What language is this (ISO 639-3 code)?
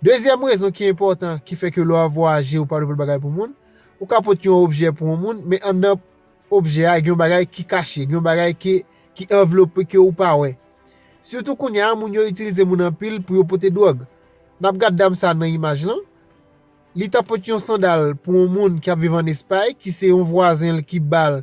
hat